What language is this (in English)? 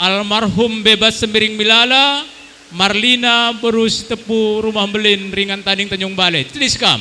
Batak Karo